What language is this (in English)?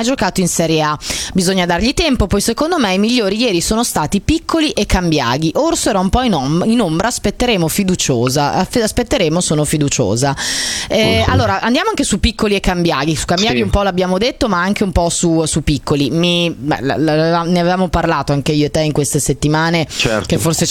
Italian